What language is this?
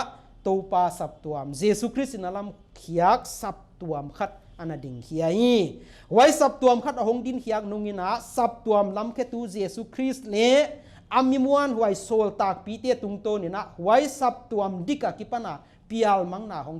Paite Chin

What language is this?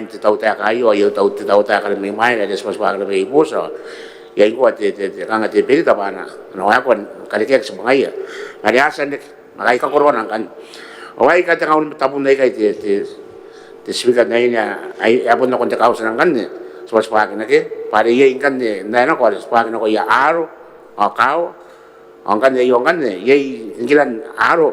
Gilbertese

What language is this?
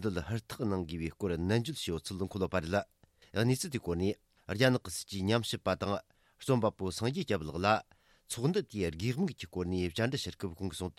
Tibetan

